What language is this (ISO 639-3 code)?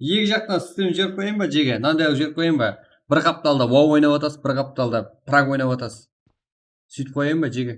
kaa